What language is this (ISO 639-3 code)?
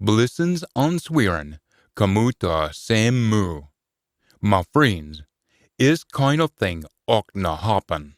sco